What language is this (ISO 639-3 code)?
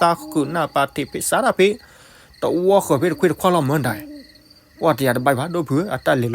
ksw